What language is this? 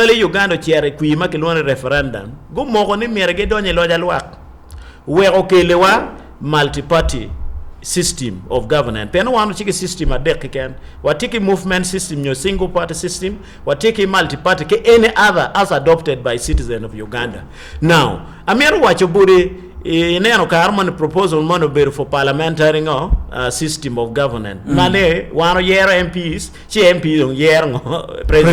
Acoli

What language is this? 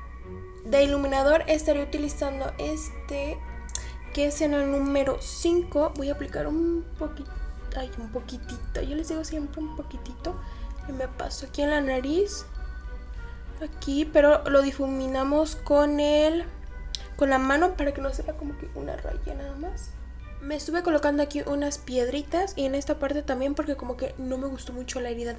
Spanish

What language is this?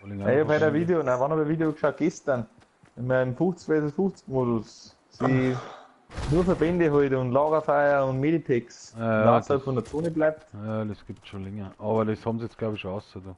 Bavarian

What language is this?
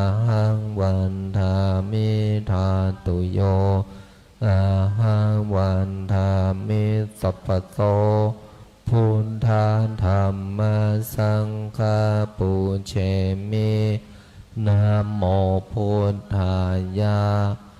Pali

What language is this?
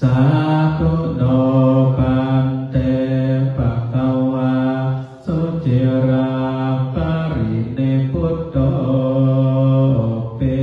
Pali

